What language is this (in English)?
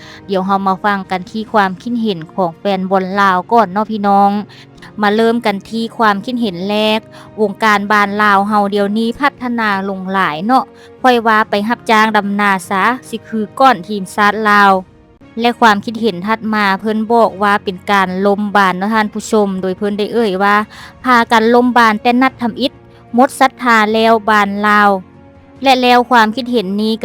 Lao